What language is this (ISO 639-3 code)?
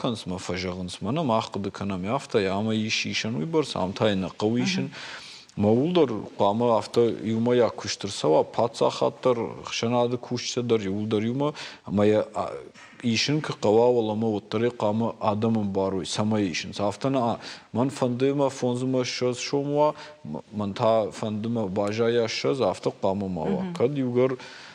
oss